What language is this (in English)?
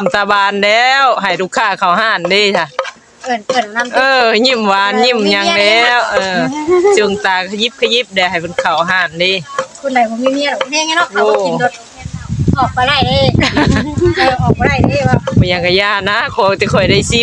Northeastern Thai